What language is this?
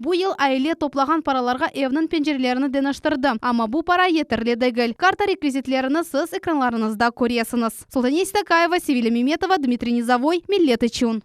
Crimean Tatar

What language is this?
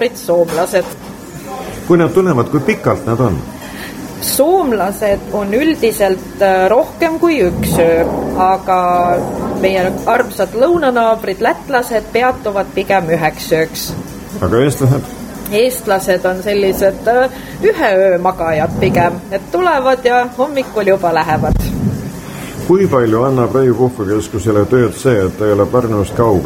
Estonian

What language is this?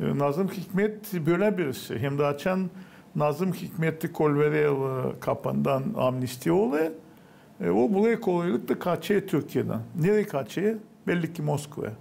Gagauz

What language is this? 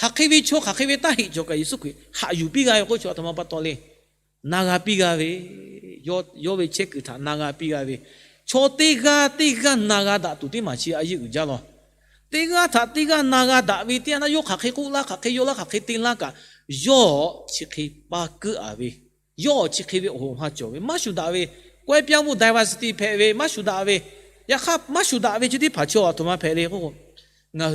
Lahu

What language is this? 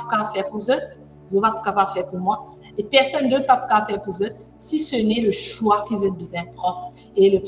Morisyen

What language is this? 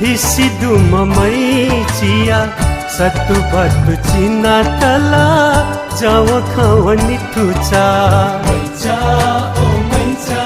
Newari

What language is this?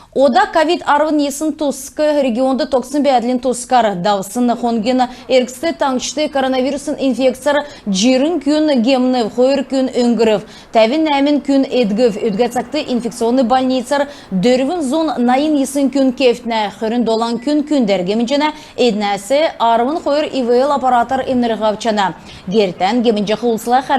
Kalmyk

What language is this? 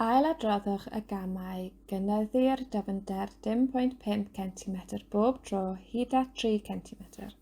Welsh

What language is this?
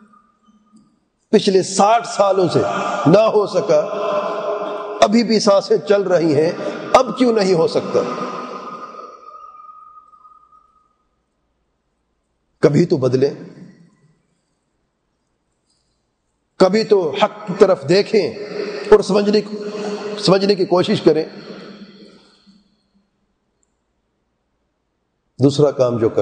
Urdu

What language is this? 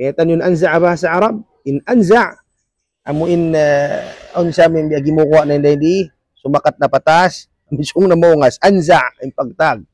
Tausug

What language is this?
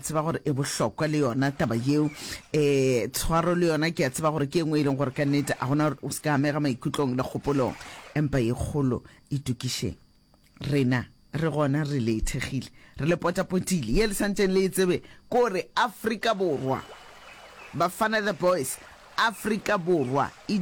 Northern Sotho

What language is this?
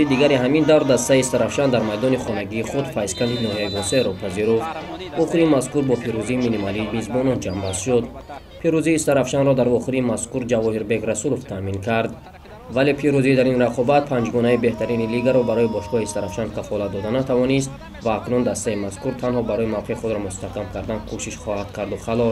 Tajik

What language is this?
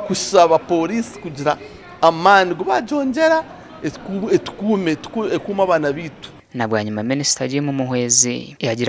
Nyankole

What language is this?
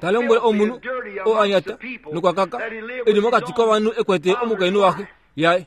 Kuanyama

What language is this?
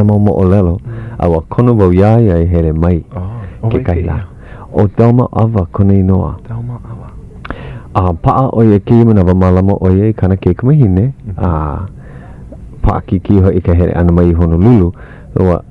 Hawaiian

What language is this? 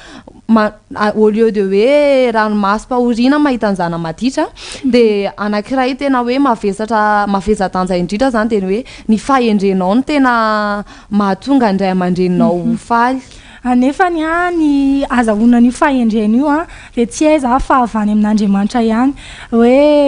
Malagasy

